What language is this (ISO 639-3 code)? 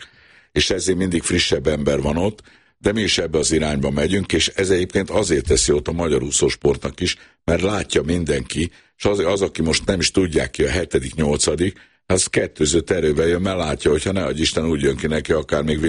hun